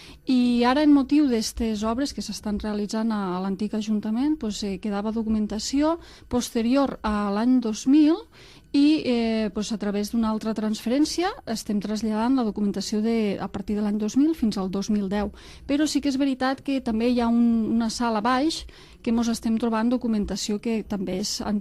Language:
Catalan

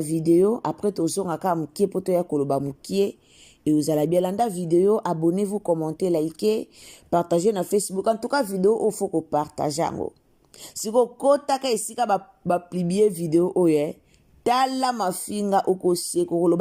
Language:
Lingala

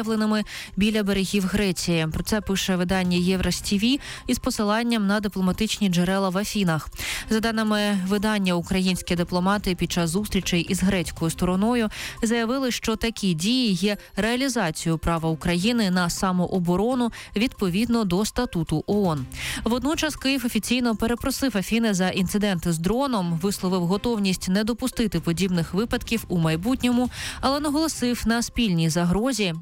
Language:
Ukrainian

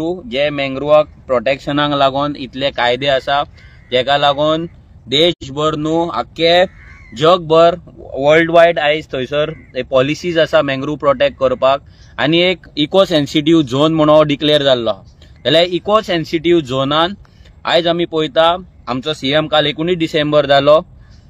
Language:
Konkani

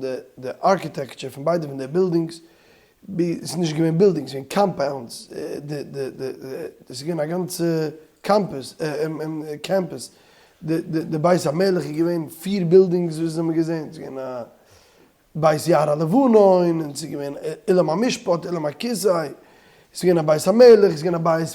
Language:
Yiddish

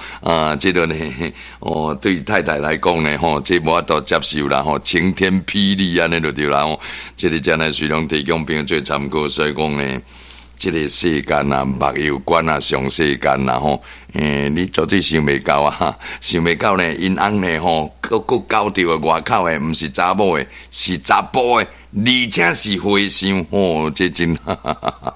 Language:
Min Nan Chinese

